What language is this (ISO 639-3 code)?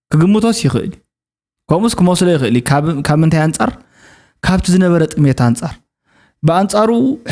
tir